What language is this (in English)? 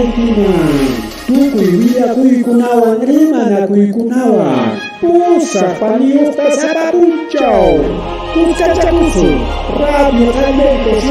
Ayacucho Quechua